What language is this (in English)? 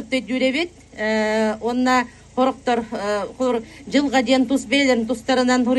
Yakut